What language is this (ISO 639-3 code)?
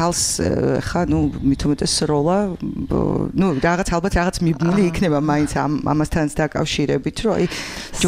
kat